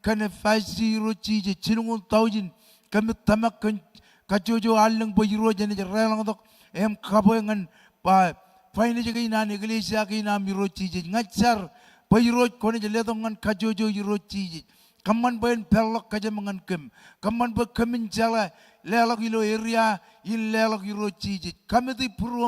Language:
Marshallese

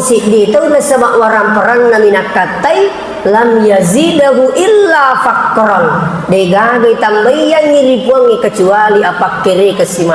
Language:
Buginese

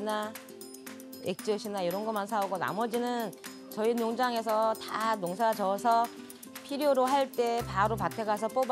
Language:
Korean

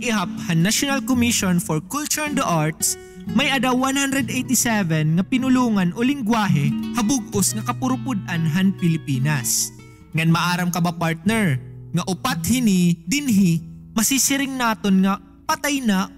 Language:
Waray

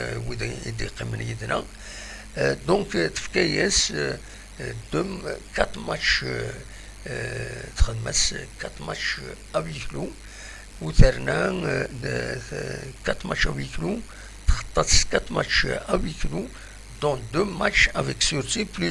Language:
Kabyle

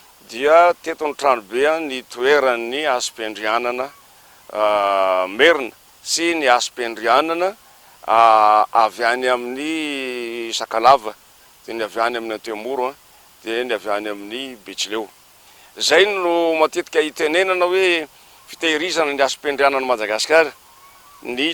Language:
Malagasy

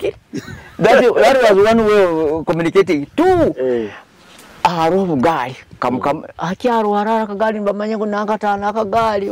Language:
Nyoro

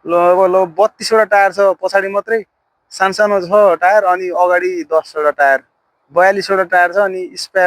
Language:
Nepali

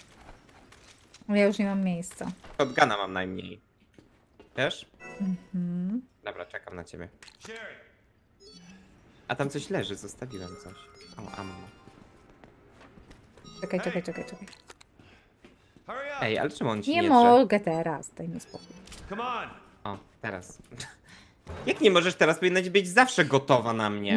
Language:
Polish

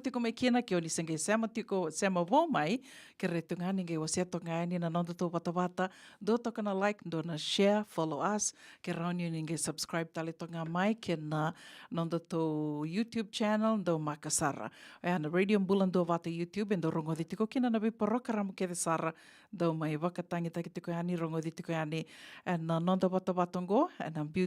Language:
Fijian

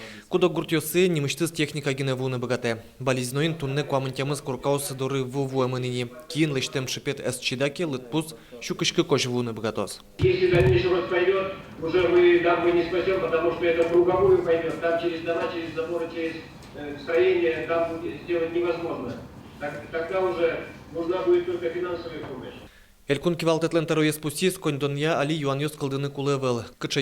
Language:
Udmurt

